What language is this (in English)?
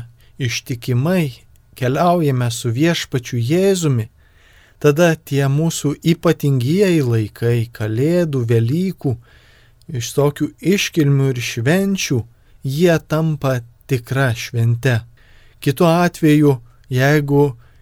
Lithuanian